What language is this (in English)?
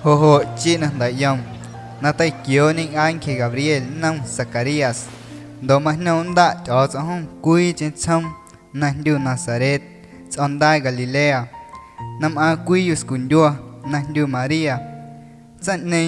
Guerrero Amuzgo